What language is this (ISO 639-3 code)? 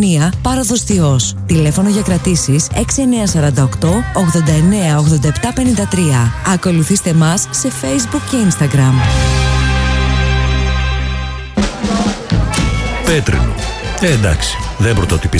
ell